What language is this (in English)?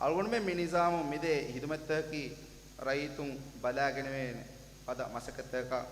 Divehi